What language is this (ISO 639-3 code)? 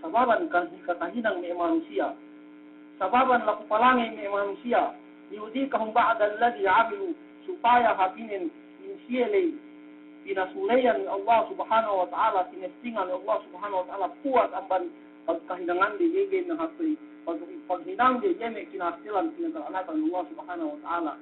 yka